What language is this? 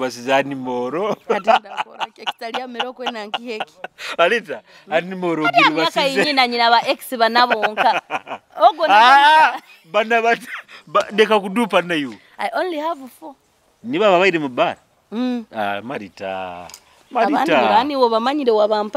Nyoro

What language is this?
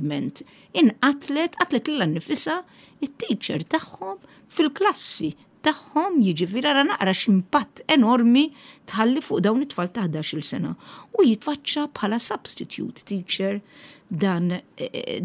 Maltese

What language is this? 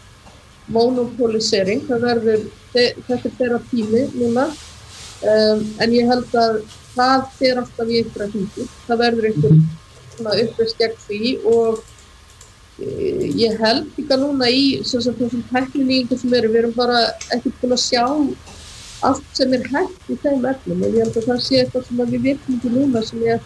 Icelandic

